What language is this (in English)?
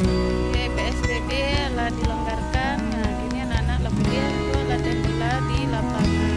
Minangkabau